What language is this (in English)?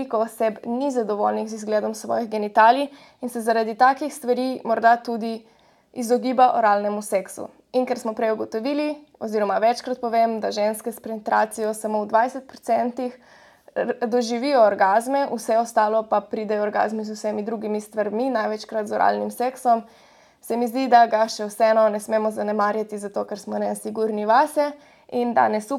Slovenian